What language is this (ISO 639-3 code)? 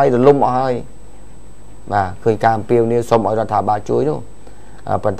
khm